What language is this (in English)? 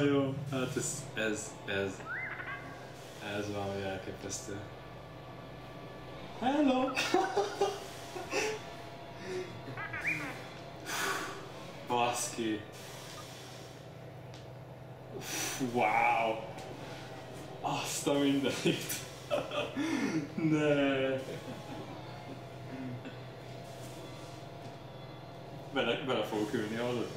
Hungarian